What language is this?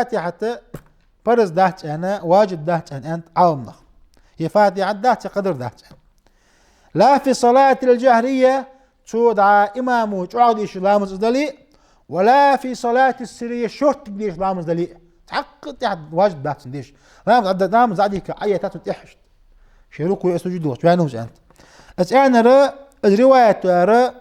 Ingush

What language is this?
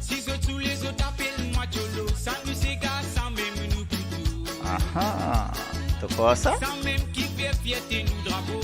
Morisyen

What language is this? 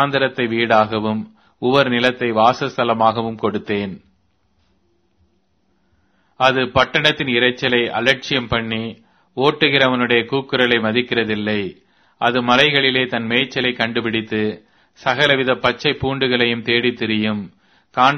Tamil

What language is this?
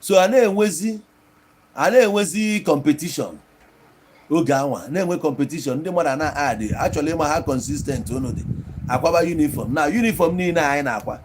Igbo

